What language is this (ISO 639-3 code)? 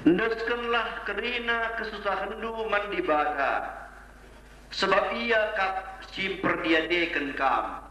btx